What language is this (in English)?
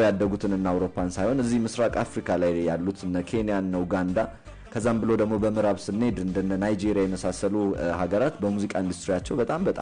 Amharic